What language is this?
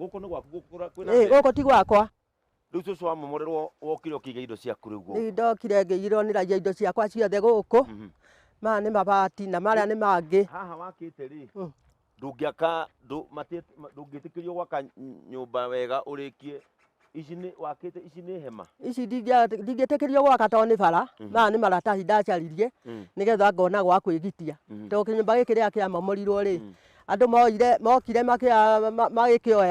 Kikuyu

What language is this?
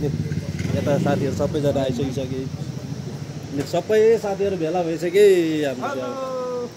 Nepali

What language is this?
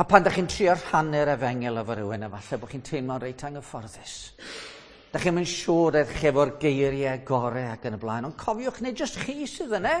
Welsh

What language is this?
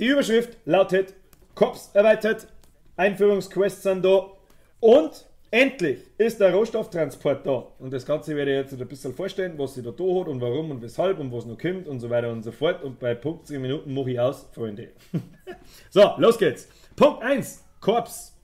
Bavarian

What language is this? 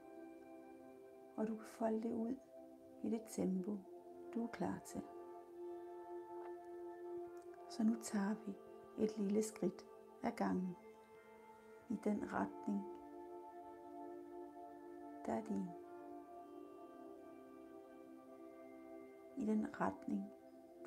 Danish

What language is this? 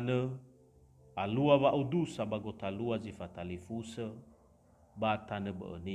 Nias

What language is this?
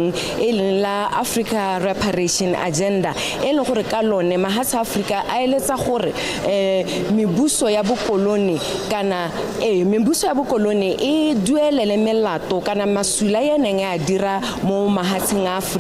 Tswana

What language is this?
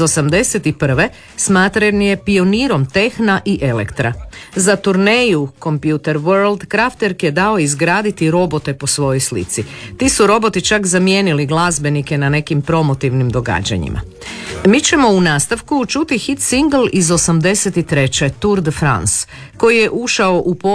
Croatian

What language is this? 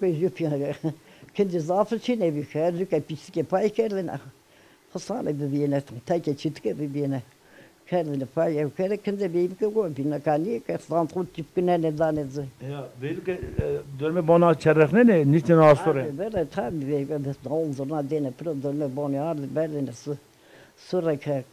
Zaza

